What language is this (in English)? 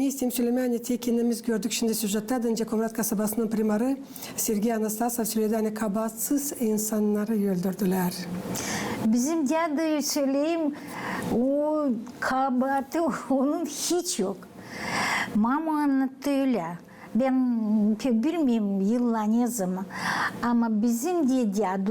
Gagauz